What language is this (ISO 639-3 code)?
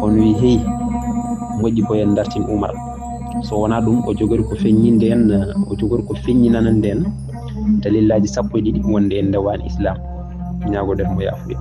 ful